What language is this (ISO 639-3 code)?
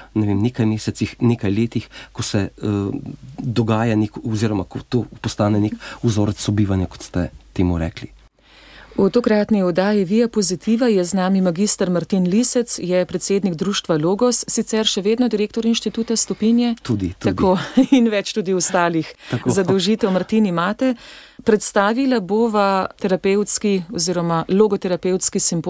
slv